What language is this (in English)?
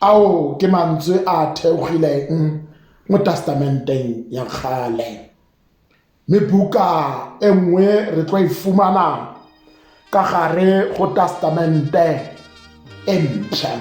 Tswana